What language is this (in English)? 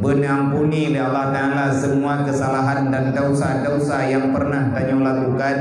Achinese